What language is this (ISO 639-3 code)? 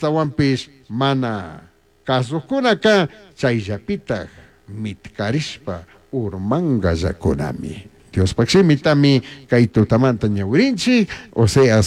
qug